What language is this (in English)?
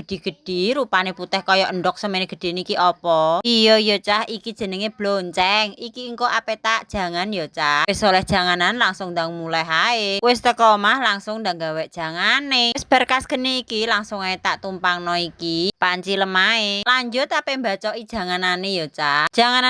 Javanese